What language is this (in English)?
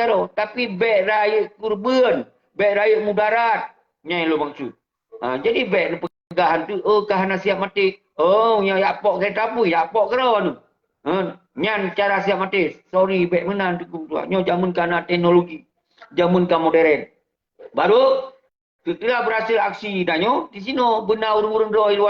Achinese